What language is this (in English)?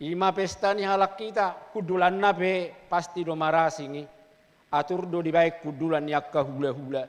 Batak Toba